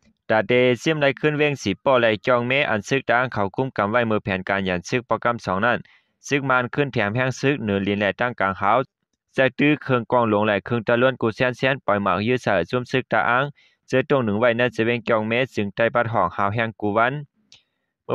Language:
Shan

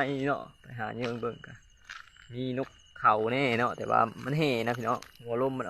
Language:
Lao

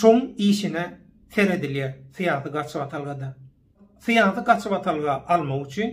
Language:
Turkmen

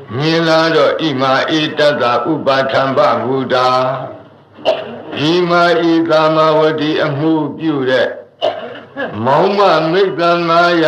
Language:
Burmese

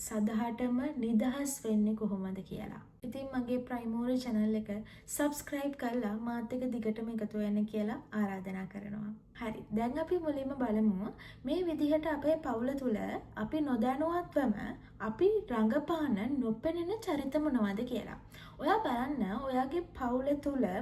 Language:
Sinhala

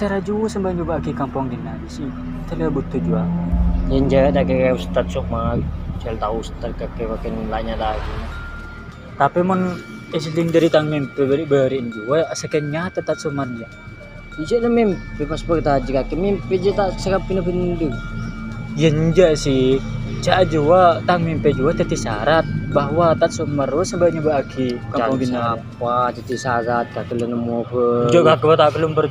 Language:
Madurese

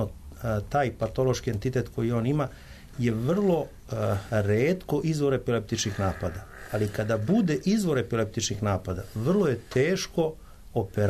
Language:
Serbian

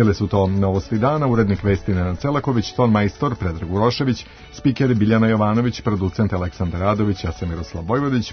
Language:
Serbian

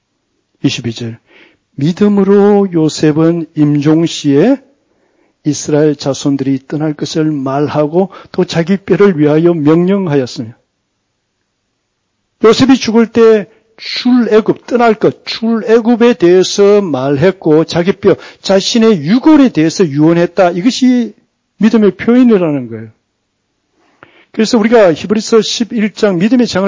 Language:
Korean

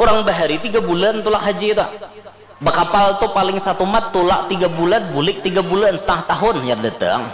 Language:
Banjar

